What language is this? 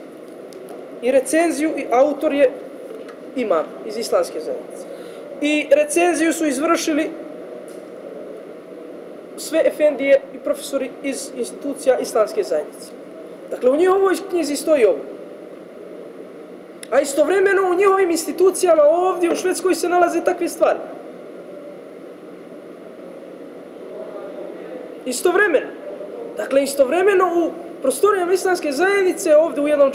Bosnian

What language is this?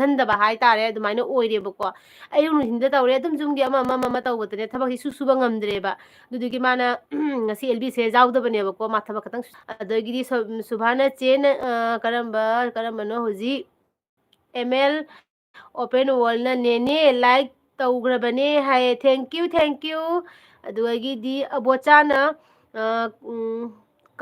Manipuri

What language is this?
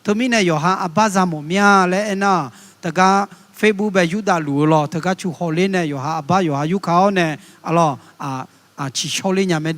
Akha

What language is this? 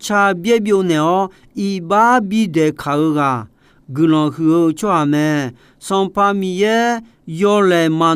Akha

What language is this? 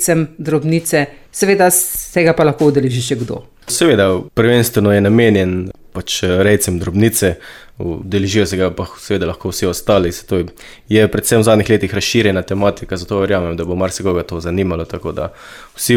Slovenian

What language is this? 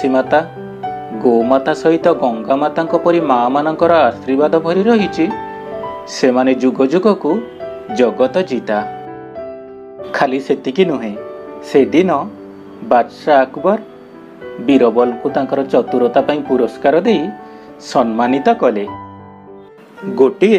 Odia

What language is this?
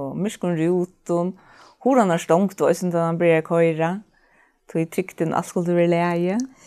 Faroese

